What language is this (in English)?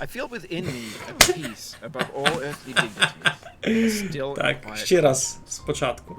Rusyn